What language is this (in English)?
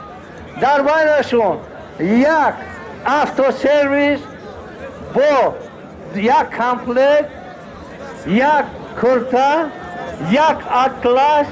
Tajik